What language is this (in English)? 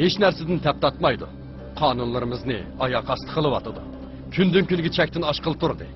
Uyghur